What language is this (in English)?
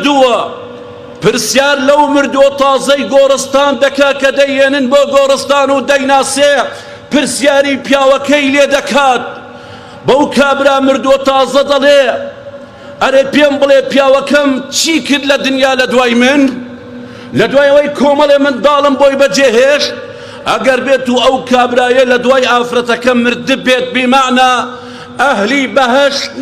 Central Kurdish